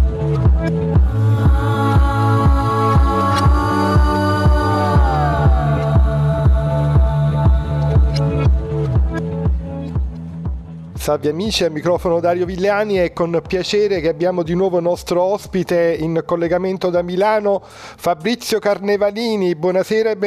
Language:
Italian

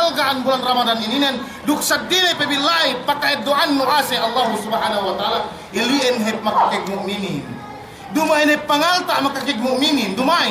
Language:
Yakan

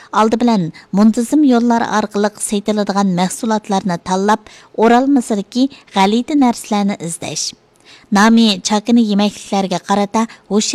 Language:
Uyghur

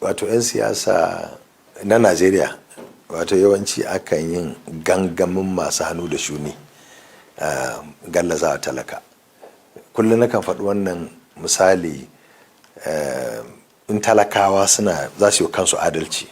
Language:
Hausa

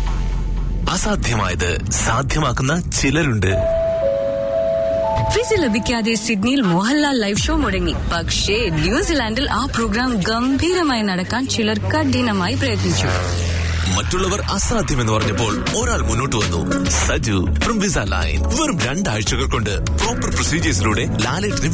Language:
Malayalam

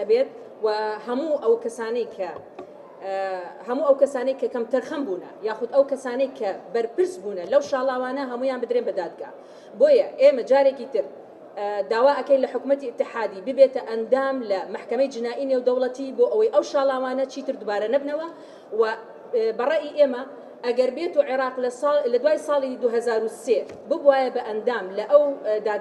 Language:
Central Kurdish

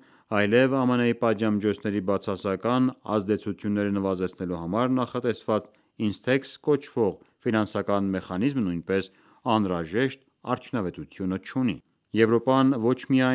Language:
Armenian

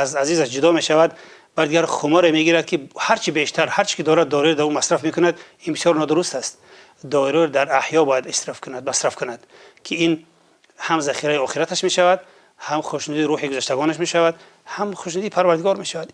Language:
Tajik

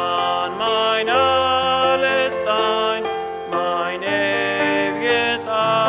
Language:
Plautdietsch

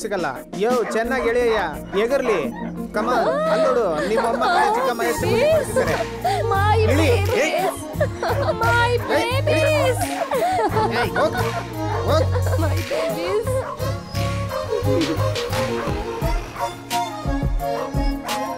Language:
Kannada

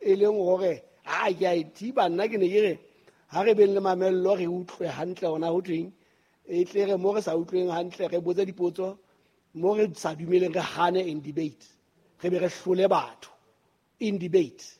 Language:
Southern Sotho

